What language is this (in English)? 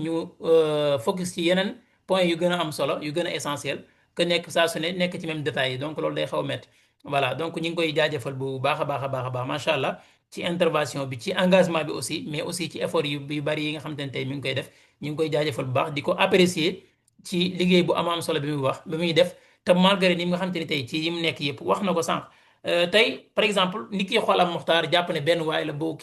Wolof